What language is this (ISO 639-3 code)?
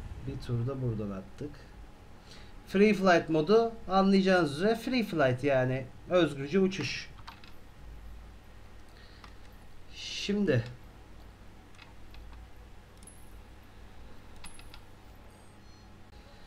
tur